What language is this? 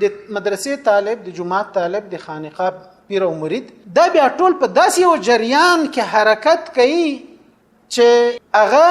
Pashto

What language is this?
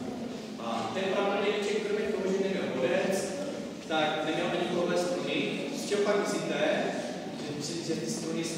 Czech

